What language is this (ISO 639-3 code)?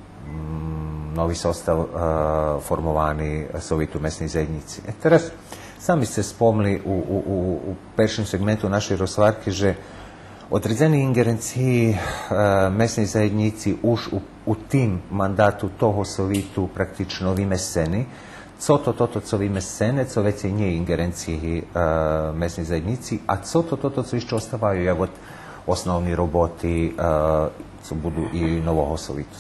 rue